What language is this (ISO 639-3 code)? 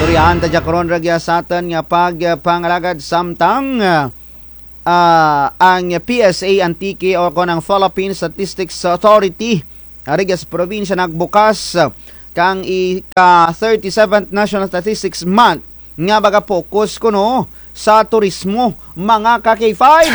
krj